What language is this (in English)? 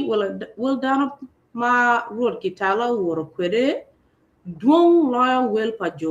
Acoli